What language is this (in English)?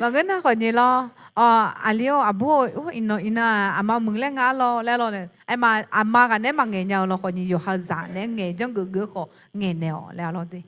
Akha